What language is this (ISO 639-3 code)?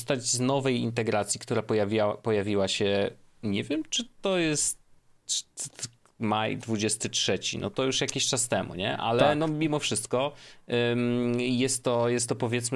pol